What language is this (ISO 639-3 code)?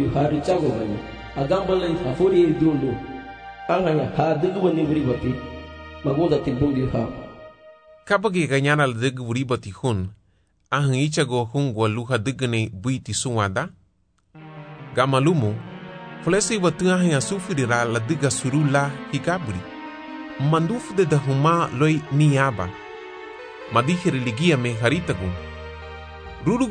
cab